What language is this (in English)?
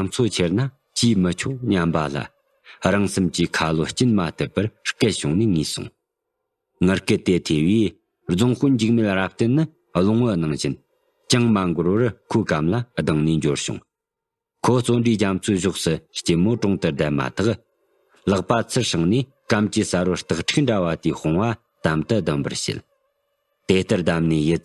Tibetan